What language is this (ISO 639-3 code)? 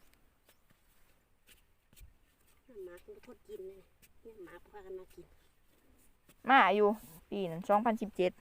lao